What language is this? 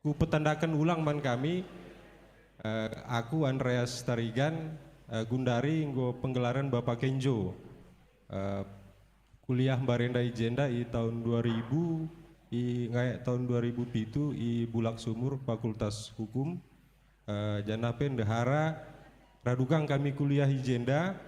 Batak Karo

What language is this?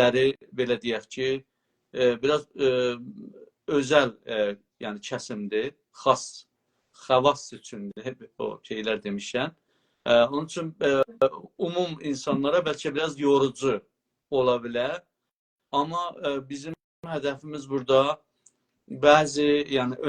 South Azerbaijani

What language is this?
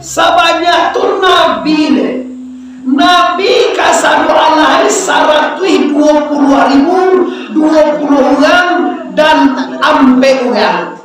Minangkabau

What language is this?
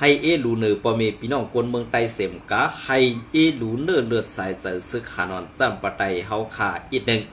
Shan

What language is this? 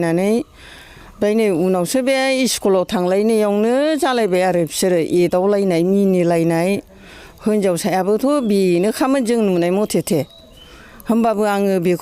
Bodo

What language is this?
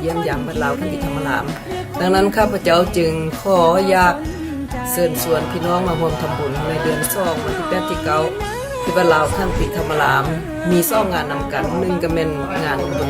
Lao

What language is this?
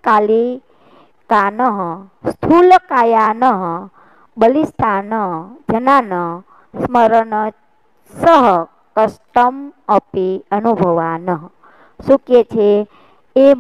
Gujarati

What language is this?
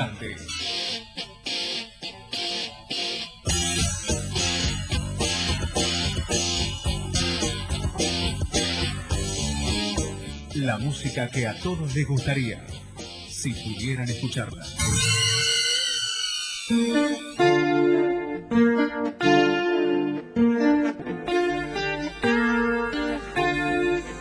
Spanish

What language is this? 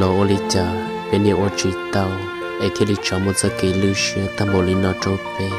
Hmong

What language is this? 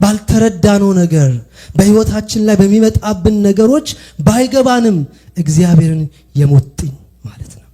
Amharic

